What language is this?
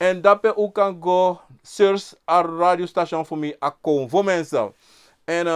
Sranan Tongo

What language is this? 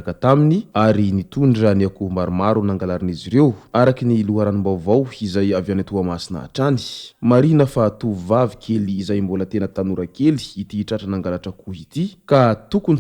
Malagasy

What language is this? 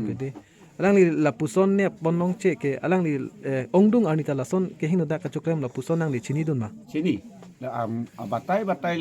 Karbi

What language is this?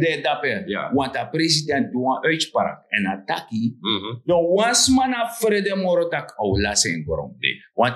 Sranan Tongo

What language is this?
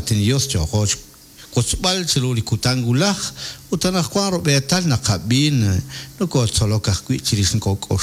Kekchí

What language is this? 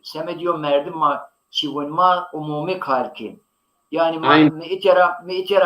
Zaza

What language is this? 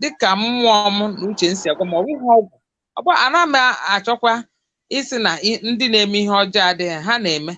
Igbo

